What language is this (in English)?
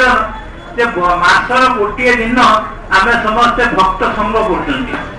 Odia